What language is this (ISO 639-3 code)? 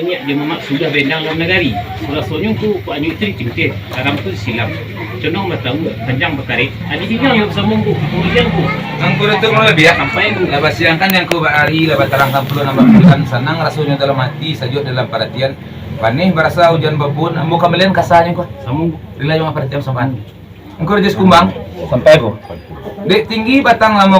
min